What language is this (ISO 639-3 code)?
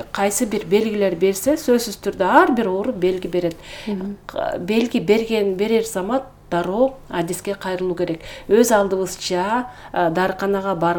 kir